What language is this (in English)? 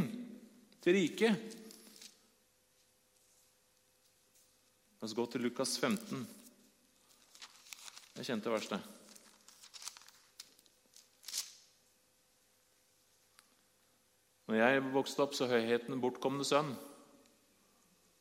Norwegian